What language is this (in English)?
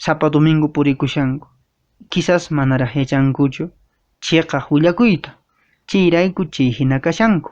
Quechua